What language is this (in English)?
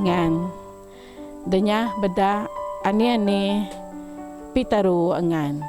Biatah Bidayuh